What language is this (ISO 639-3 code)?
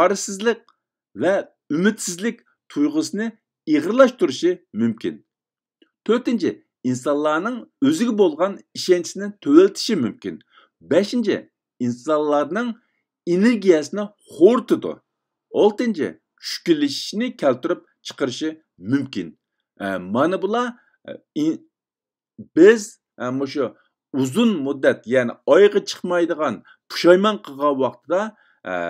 uig